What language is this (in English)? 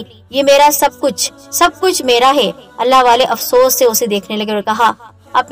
Urdu